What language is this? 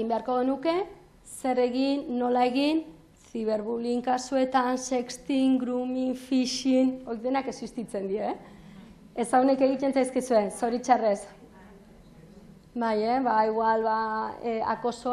Basque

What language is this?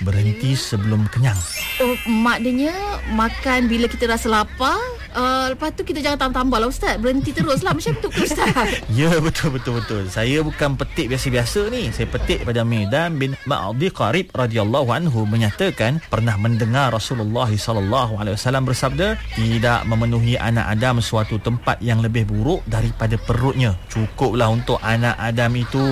Malay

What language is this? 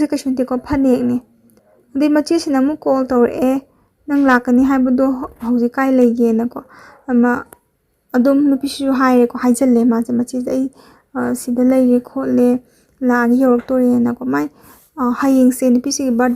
Manipuri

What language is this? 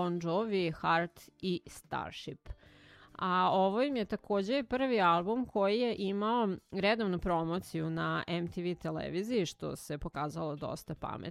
Serbian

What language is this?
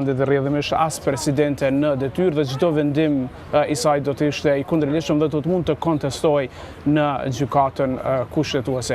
Albanian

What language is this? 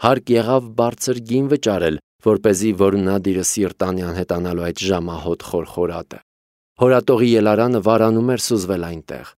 Armenian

